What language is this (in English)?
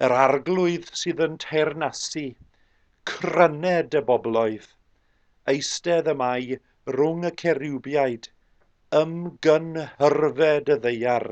Welsh